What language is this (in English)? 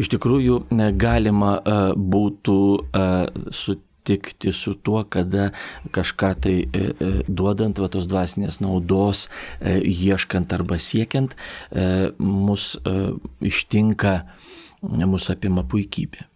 Lithuanian